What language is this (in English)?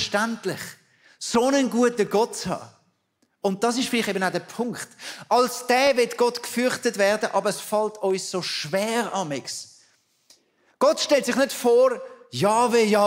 Swiss German